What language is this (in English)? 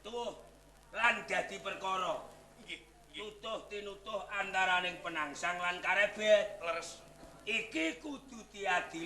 Javanese